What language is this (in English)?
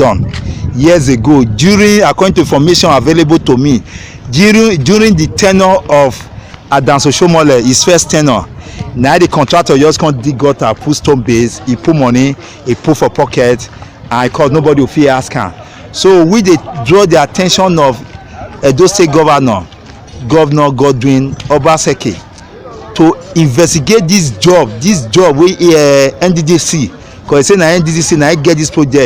Nigerian Pidgin